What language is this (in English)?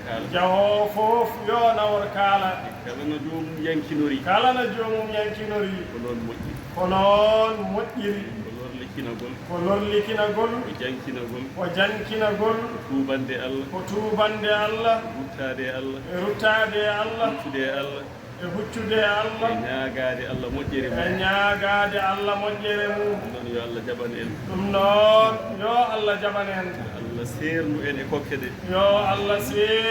Fula